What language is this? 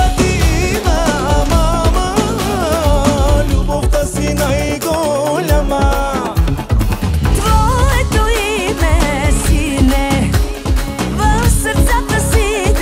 Bulgarian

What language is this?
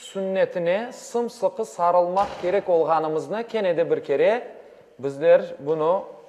Crimean Tatar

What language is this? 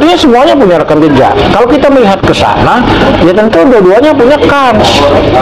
Indonesian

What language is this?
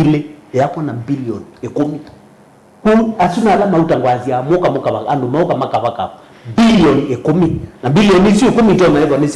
Kamba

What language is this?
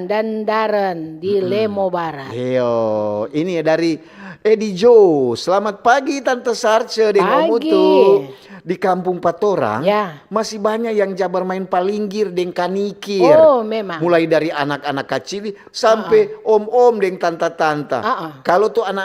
Manado Malay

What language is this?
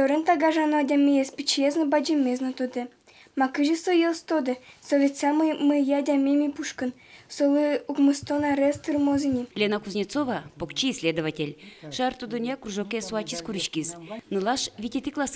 Udmurt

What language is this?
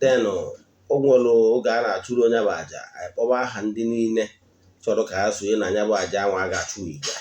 Igbo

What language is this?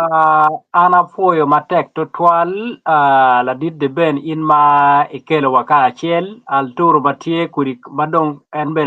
Acoli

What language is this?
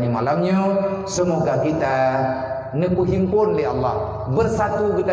Achinese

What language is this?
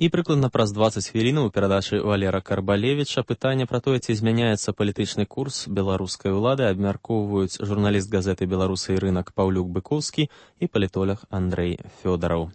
Belarusian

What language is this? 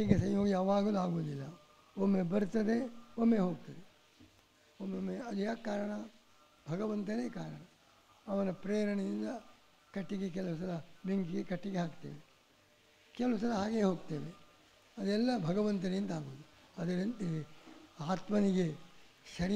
Kannada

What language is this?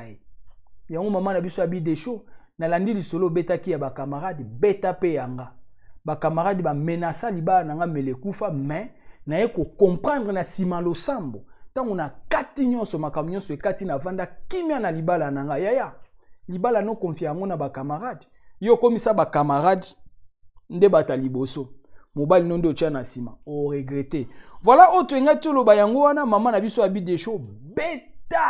Lingala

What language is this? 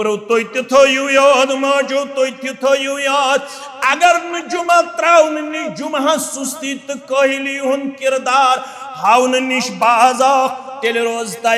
Kashmiri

